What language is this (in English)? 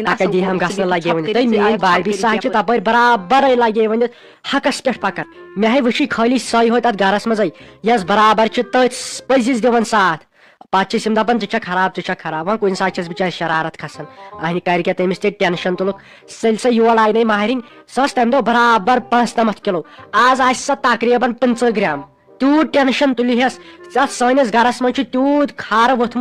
Kashmiri